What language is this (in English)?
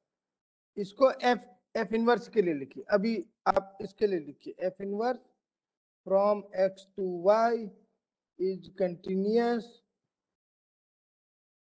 Hindi